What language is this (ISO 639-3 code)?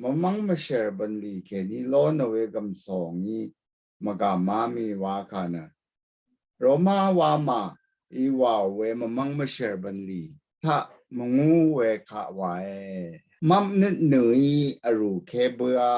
raw